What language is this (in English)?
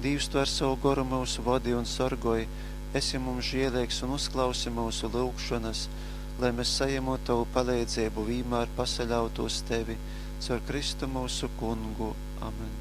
Latgalian